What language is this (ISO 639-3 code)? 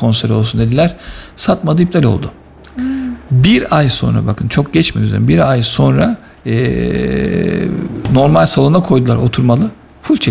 tur